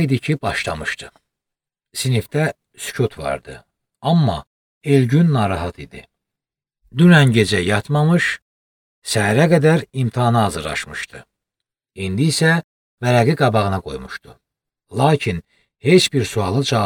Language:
Azerbaijani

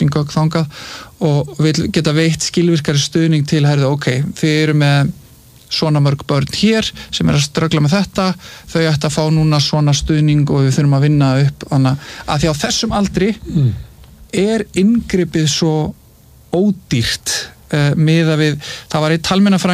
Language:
Icelandic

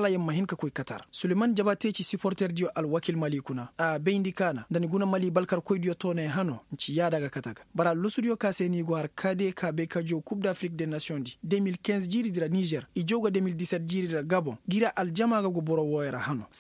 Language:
Koyraboro Senni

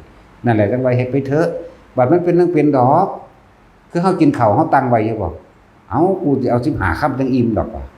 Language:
Northeastern Thai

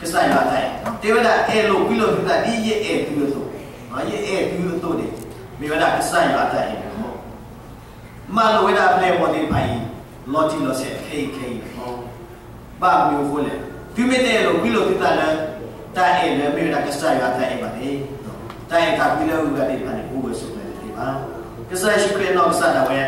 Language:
S'gaw Karen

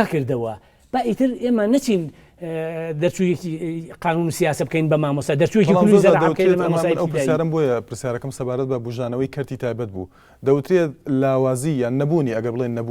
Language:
Central Kurdish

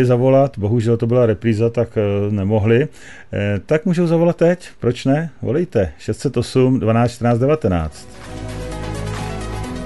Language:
Czech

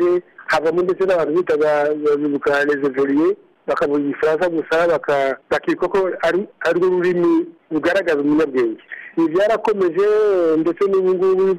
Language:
Kinyarwanda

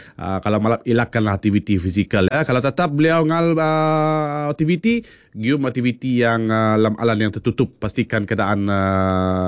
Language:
Malay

